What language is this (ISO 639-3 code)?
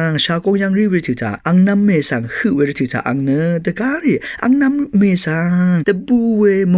raw